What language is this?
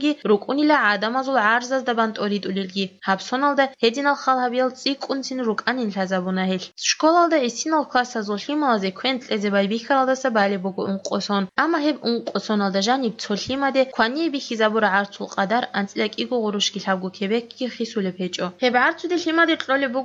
Avaric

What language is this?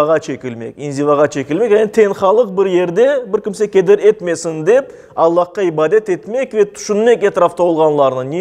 Crimean Tatar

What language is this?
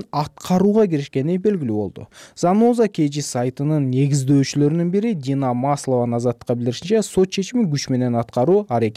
Kyrgyz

